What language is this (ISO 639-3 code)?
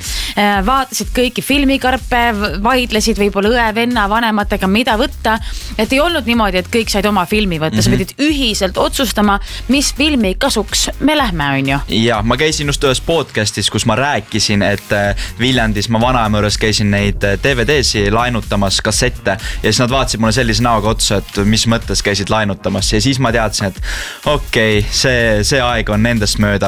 est